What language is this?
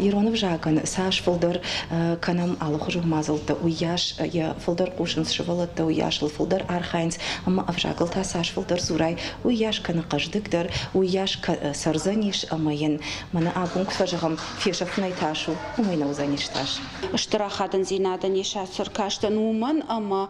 Ossetic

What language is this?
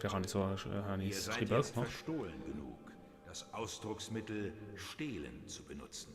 Swiss German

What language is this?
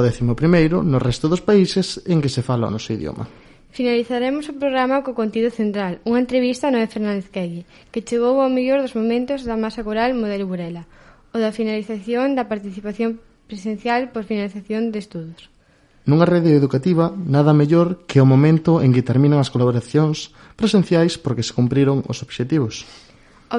Galician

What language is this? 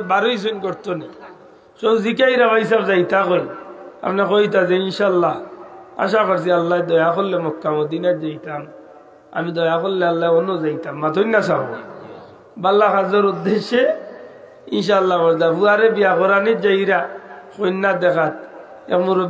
Sylheti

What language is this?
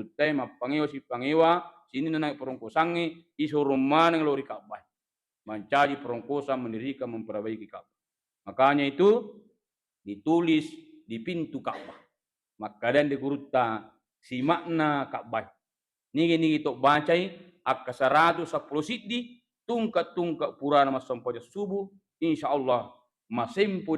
Buginese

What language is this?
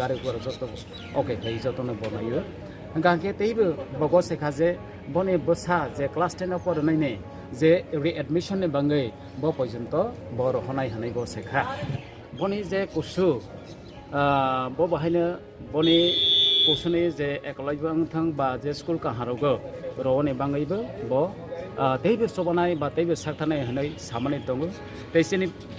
Kok Borok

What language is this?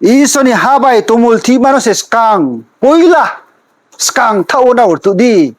Riang (India)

